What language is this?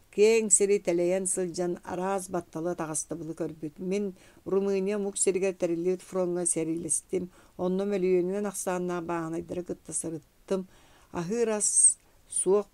Yakut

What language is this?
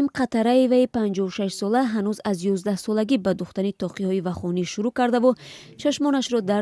Tajik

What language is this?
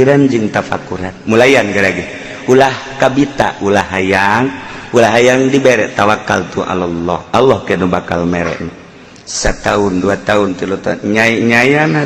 Sundanese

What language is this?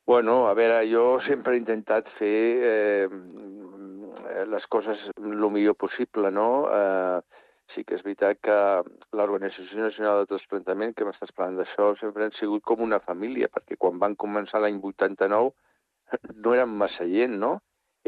Catalan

